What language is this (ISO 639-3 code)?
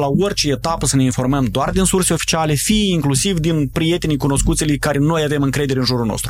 ron